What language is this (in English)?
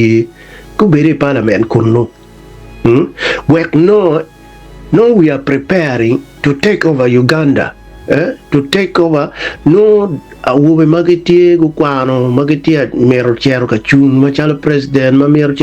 Acoli